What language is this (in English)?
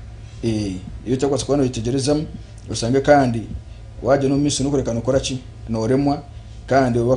Nyankole